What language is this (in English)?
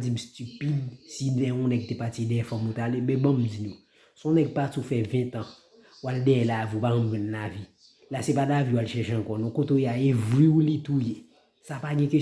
Haitian Creole